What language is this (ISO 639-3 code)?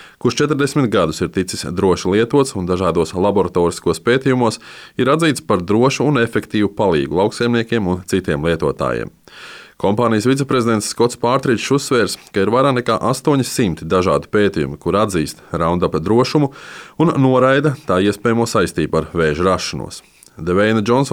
lav